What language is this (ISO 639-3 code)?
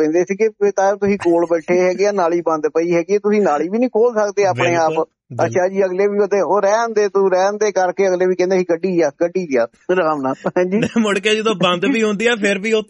pan